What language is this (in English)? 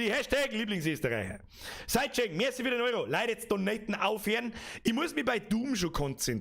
Bavarian